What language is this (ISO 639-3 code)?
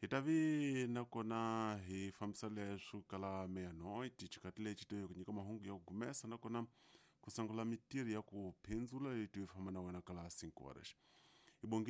tso